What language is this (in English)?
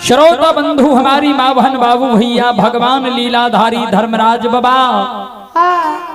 Maithili